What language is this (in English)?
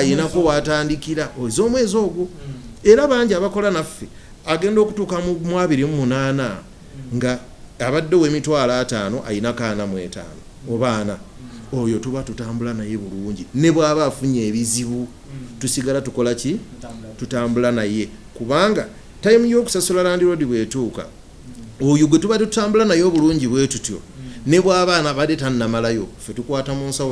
Ganda